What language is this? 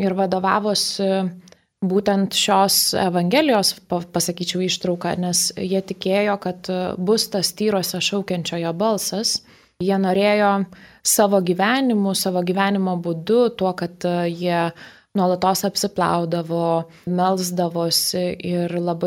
Lithuanian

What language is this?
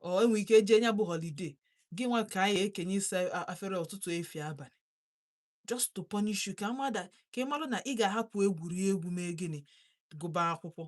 Igbo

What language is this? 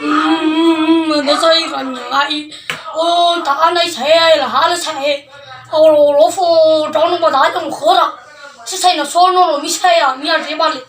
Nias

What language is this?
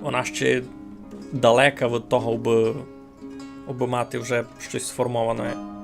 Rusyn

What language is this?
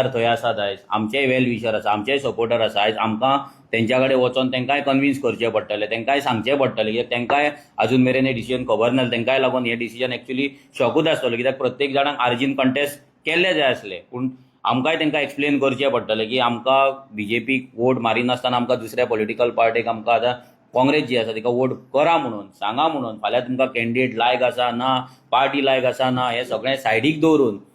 Konkani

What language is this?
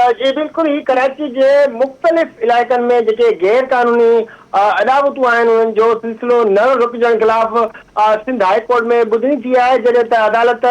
Sindhi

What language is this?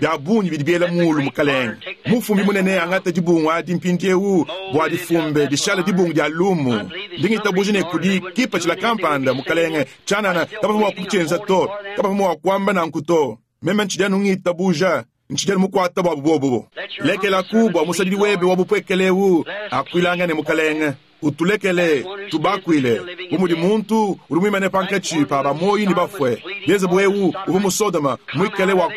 Luba-Lulua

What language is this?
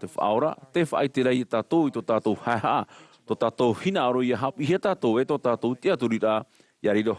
Tahitian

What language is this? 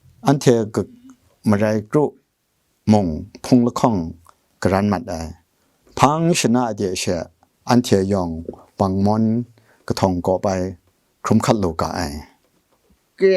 Kachin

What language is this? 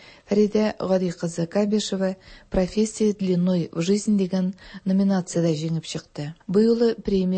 Tatar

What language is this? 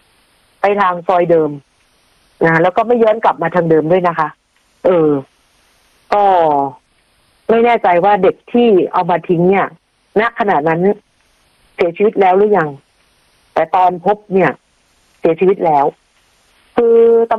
Thai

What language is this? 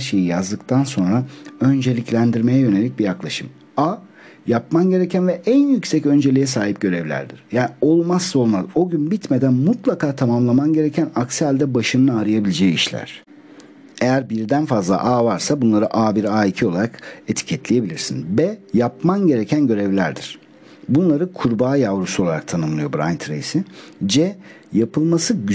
Turkish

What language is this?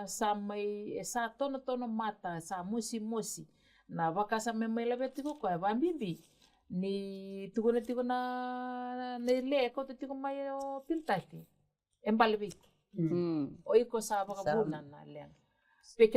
Fijian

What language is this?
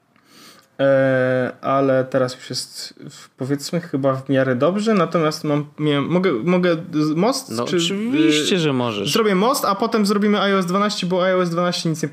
Polish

